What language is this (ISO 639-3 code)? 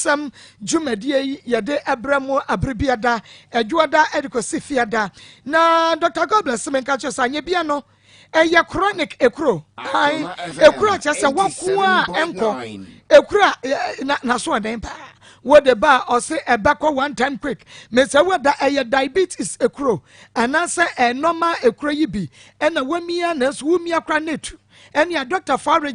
aka